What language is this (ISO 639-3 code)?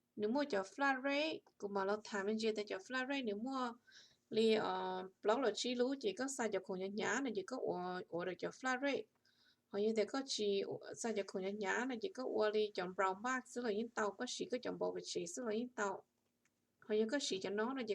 hmn